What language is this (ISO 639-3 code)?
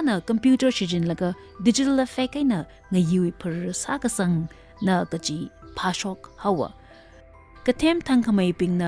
nmf